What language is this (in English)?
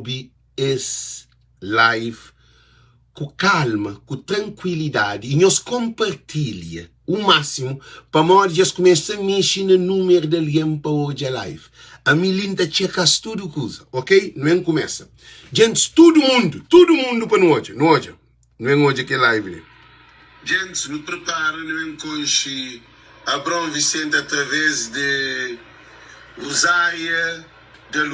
Kabuverdianu